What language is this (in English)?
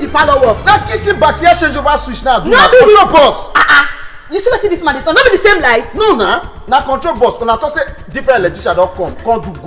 Nigerian Pidgin